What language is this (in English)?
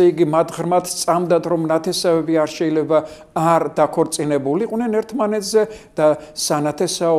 Georgian